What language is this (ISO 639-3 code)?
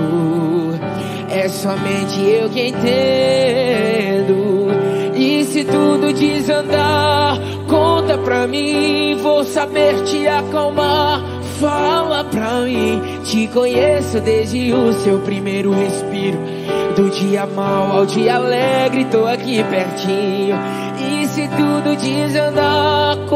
por